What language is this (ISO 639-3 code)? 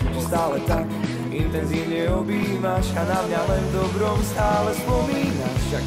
slk